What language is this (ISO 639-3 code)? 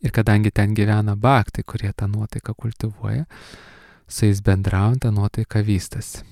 lit